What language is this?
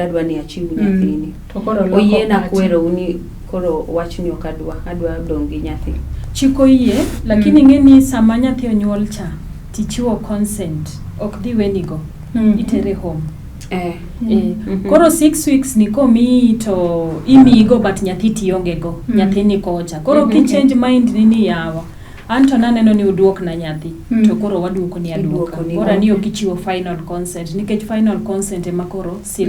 Luo (Kenya and Tanzania)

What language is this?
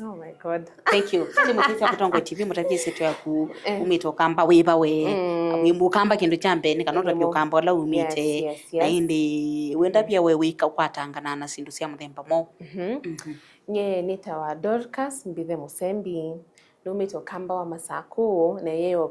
Kamba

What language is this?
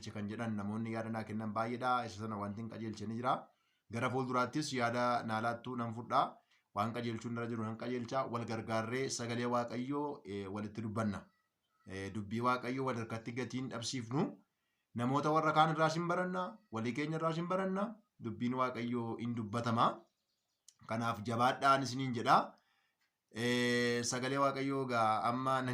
Oromo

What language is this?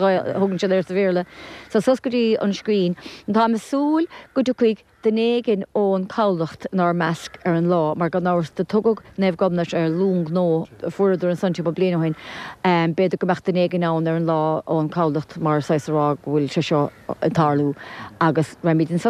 Irish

